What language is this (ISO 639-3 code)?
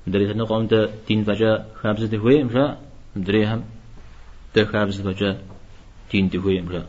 kbd